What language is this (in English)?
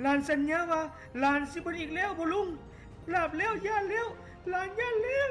Lao